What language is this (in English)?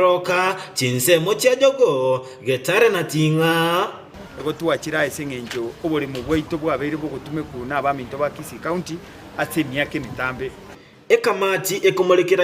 Gusii